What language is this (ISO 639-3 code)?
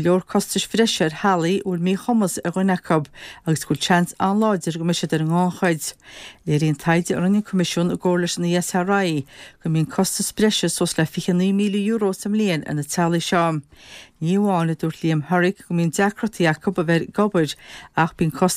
gle